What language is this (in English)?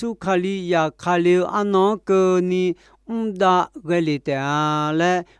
Akha